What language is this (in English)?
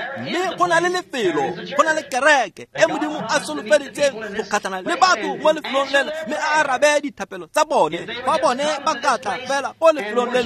Tswana